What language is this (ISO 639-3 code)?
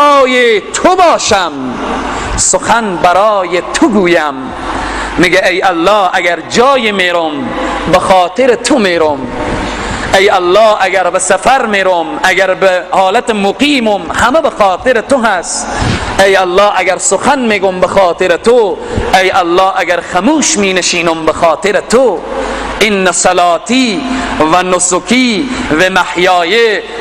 fas